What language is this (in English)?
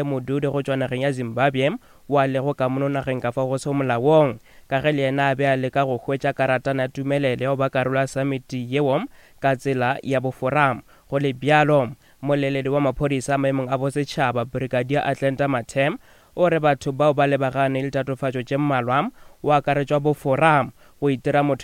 Northern Sotho